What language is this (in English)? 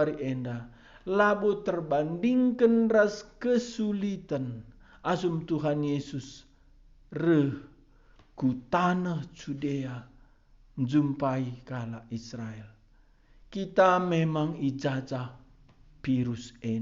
Batak Karo